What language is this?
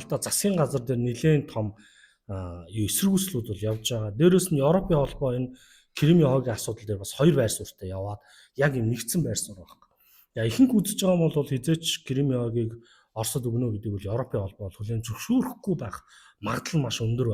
Mongolian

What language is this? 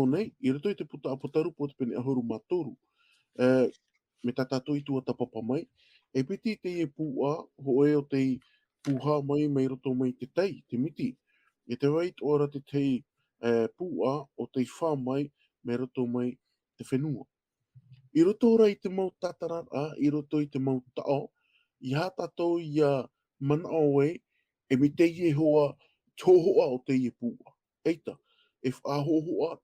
Tahitian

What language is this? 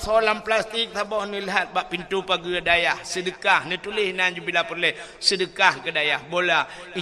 Achinese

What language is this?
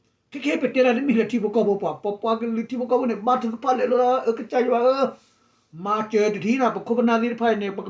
S'gaw Karen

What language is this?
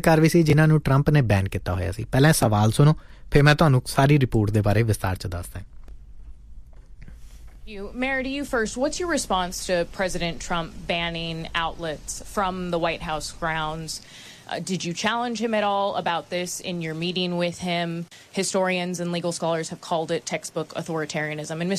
Punjabi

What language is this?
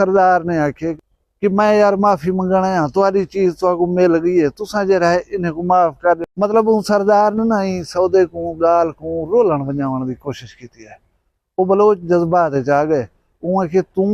Saraiki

